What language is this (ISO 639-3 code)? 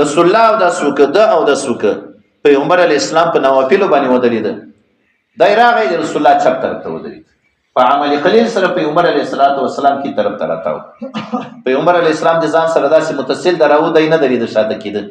pus